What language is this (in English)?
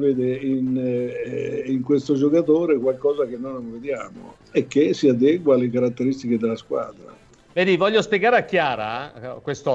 Italian